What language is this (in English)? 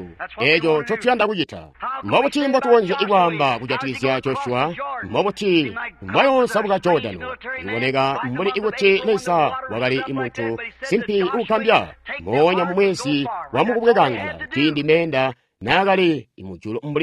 Tonga (Zambia)